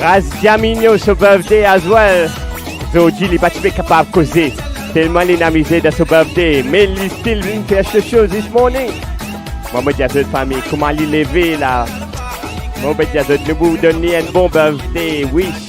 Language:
Morisyen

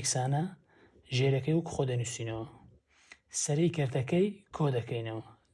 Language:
Central Kurdish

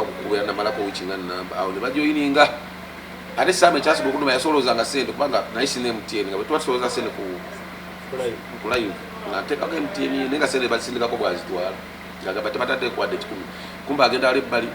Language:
Ganda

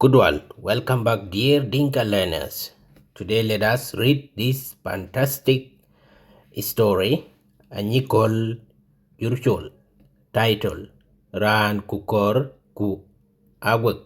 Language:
Dinka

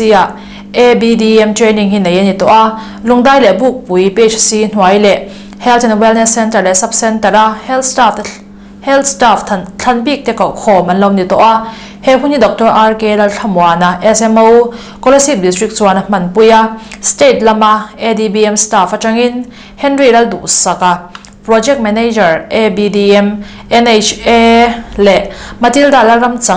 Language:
Mizo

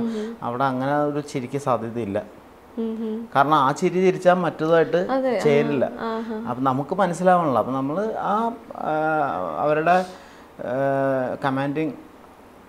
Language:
Malayalam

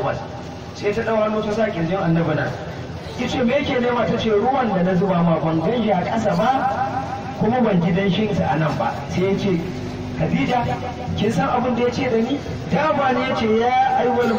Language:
Hausa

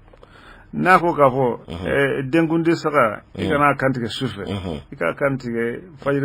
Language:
Bambara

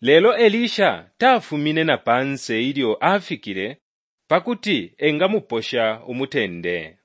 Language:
Bemba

